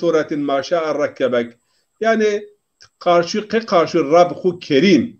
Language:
Zaza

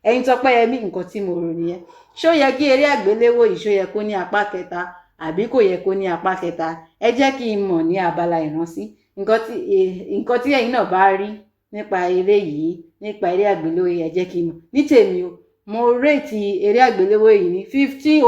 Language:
Yoruba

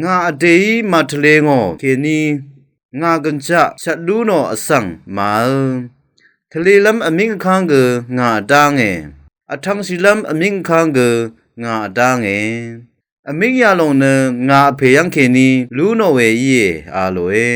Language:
Rawang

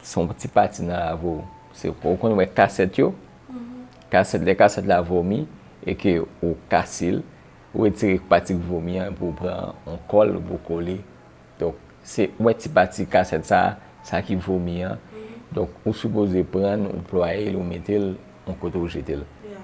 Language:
Haitian Creole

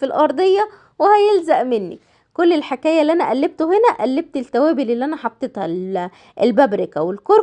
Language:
Egyptian Arabic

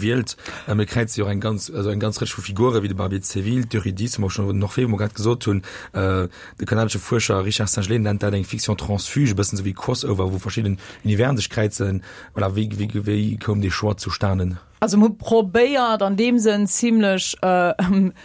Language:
Luxembourgish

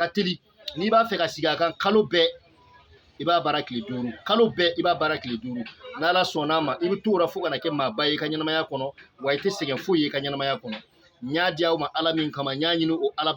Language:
Bambara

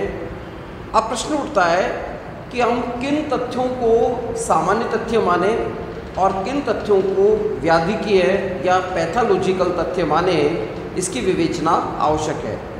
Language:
Hindi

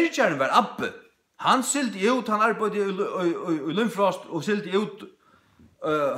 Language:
Faroese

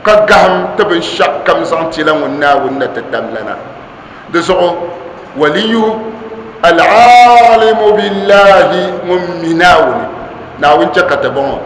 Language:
Dagbani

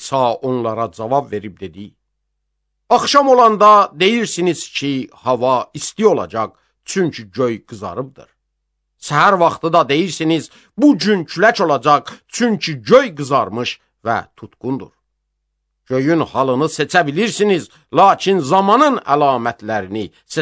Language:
Azerbaijani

